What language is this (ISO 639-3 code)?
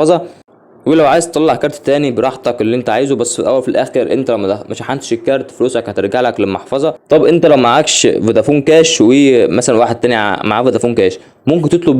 arz